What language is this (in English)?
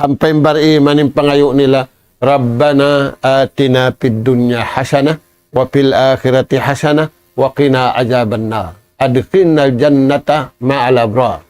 Tausug